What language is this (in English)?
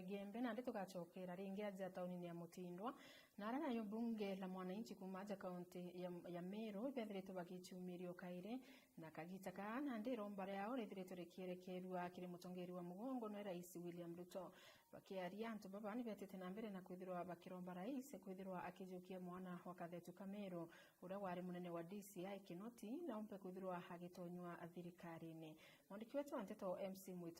Meru